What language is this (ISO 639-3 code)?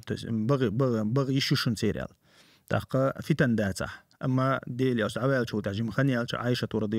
che